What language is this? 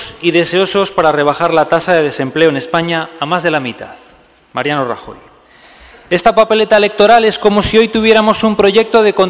Spanish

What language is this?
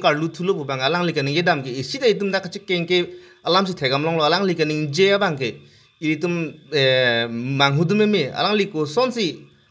Karbi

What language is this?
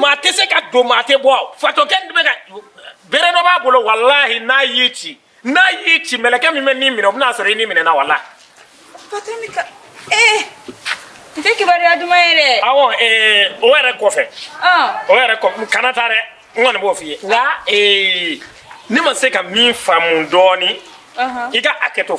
Bambara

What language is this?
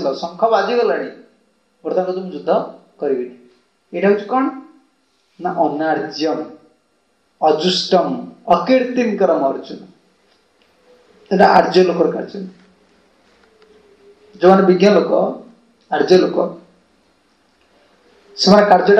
Odia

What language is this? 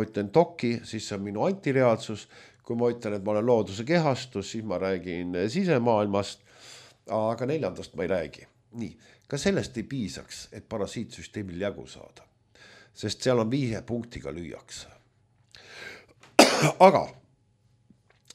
Estonian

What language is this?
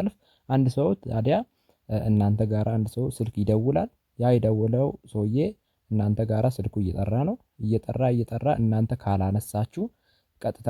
Amharic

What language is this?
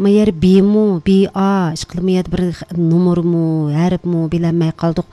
Uyghur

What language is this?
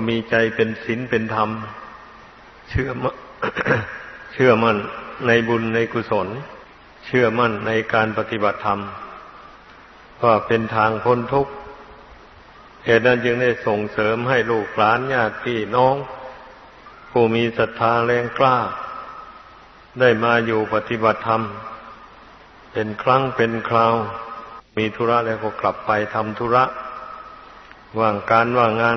Thai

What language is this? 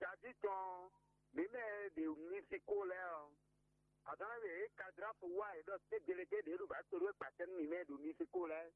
Fon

